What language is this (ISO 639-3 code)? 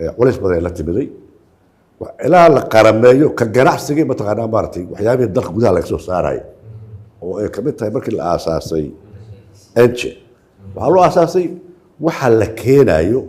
som